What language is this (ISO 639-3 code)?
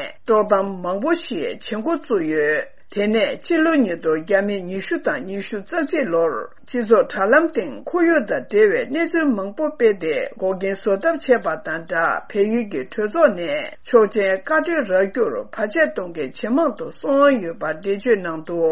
bod